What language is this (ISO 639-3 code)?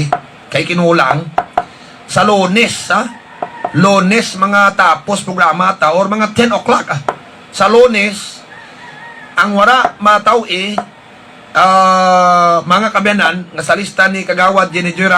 hil